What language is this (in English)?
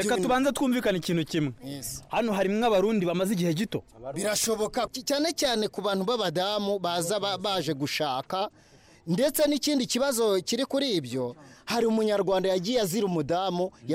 Kinyarwanda